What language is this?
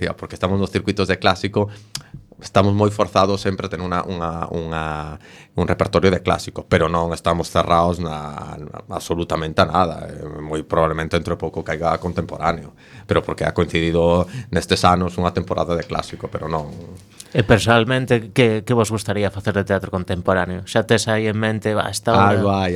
Galician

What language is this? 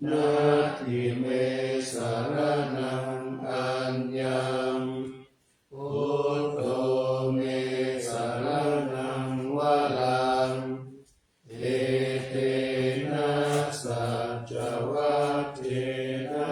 Pali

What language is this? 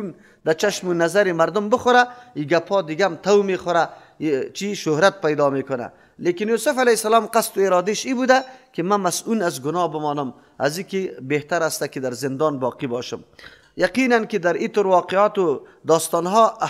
Persian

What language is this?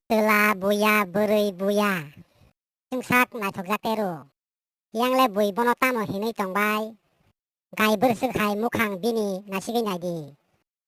Kok Borok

